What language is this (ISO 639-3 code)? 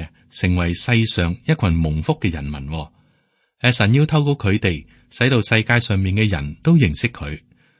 yue